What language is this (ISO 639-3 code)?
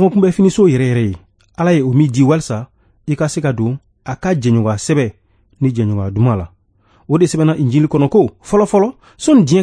bam